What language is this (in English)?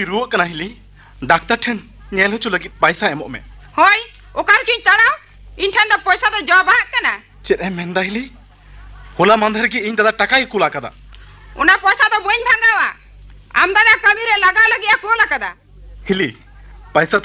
Santali